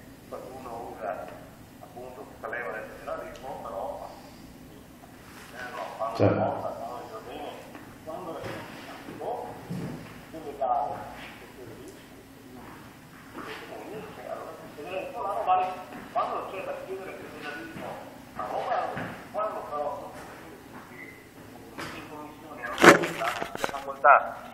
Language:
Italian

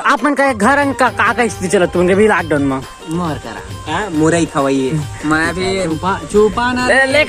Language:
Chhattisgarhi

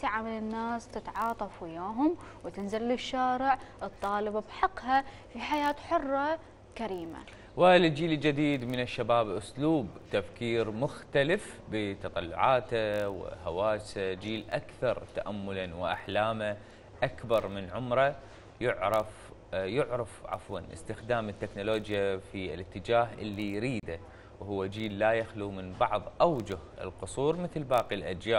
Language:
Mesopotamian Arabic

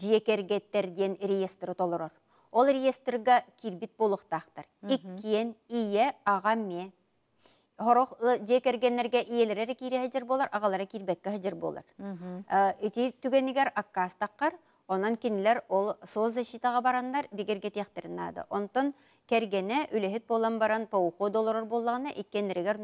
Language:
Yakut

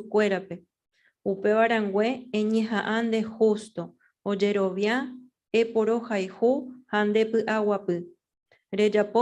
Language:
Guarani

